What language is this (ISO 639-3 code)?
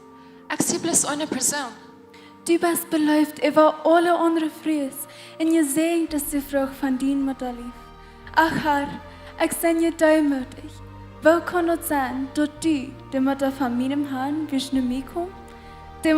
pdt